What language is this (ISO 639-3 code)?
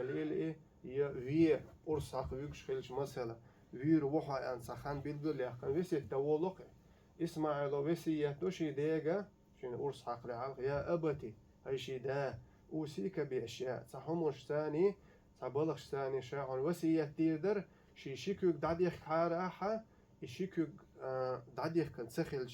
che